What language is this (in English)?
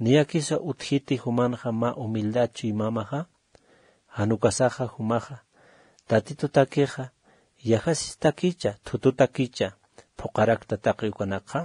Aymara